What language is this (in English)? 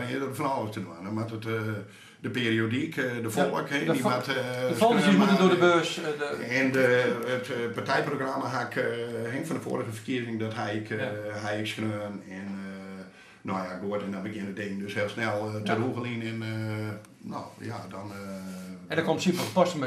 Western Frisian